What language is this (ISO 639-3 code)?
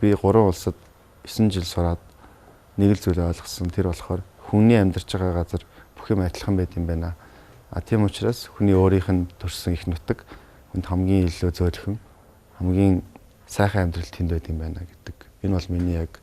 mon